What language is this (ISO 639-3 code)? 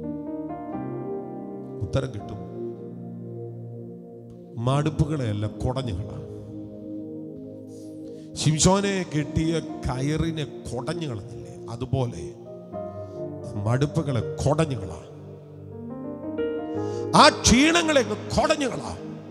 mal